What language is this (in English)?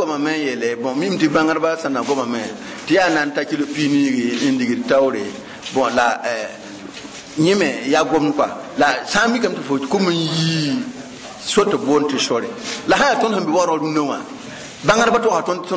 Mossi